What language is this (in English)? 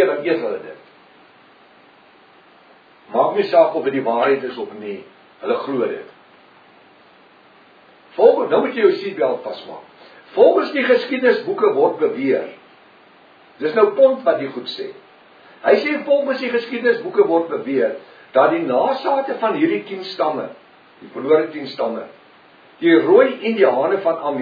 Afrikaans